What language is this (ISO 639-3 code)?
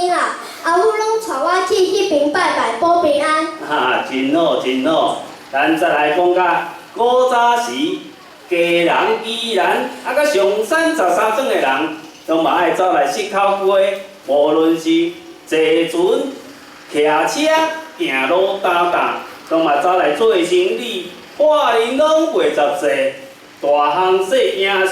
nan